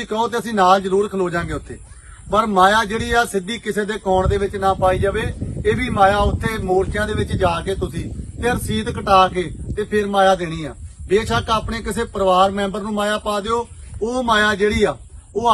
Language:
Punjabi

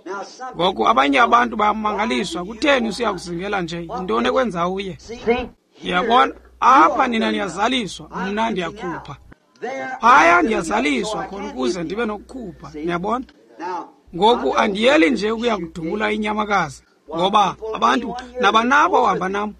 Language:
Xhosa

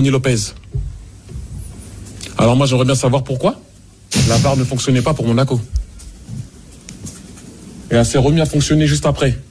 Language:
French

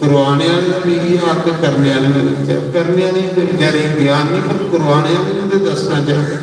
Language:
Dogri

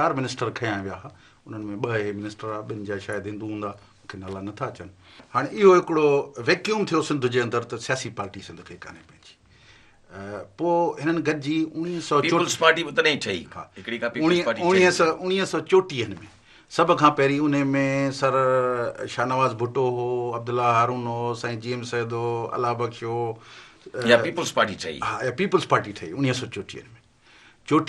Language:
Sindhi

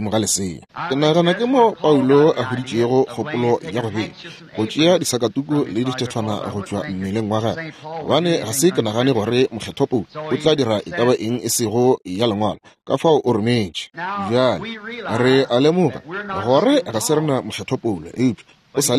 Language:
Northern Sotho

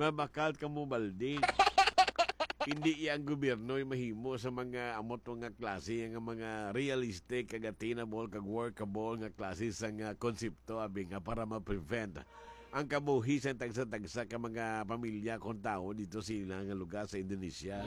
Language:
Hiligaynon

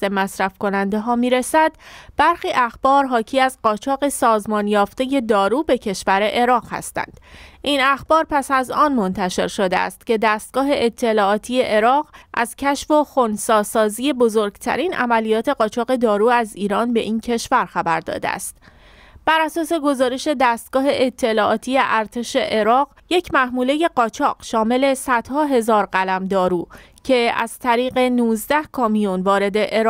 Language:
Persian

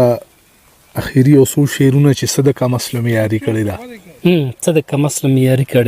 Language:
Pashto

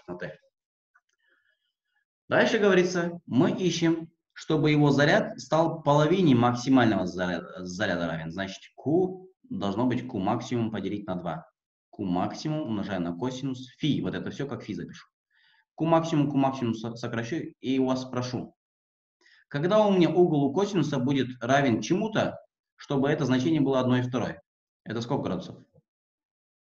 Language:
Russian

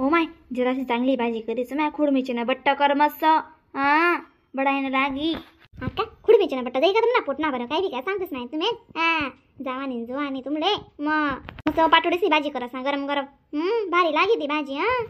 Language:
Khandesi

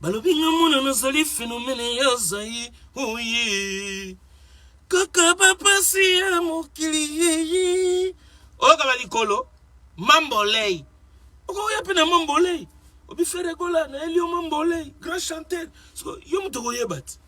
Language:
Lingala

